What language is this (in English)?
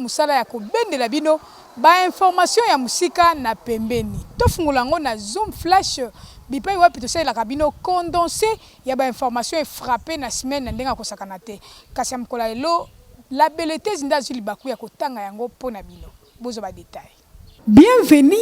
Lingala